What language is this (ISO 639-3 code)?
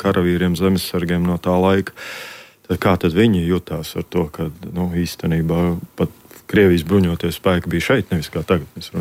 lav